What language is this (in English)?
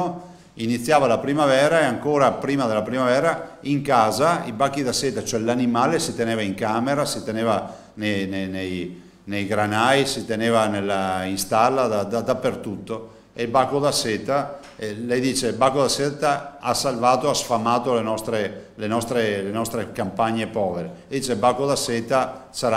Italian